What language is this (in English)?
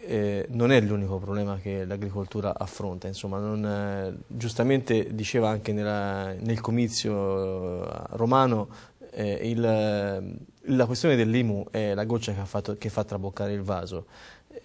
Italian